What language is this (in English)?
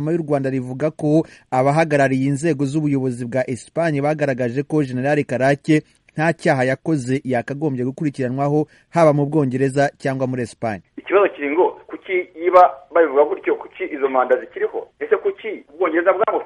Kinyarwanda